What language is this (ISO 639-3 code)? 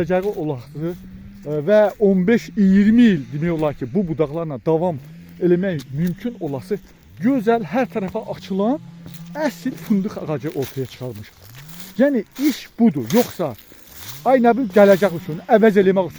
aze